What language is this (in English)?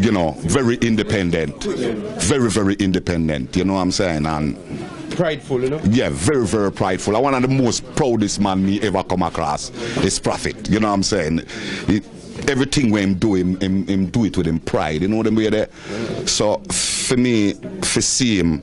Jamaican Creole English